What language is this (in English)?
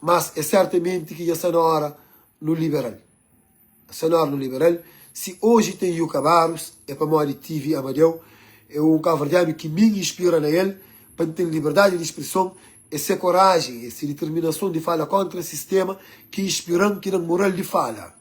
Kabuverdianu